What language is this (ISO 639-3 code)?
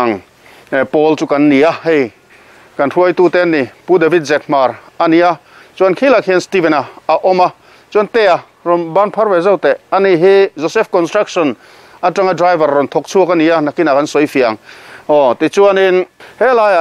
lus